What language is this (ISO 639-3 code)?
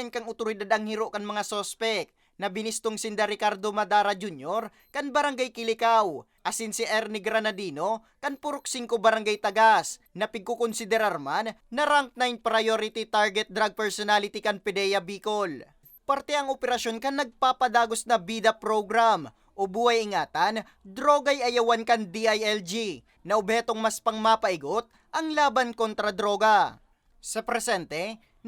bik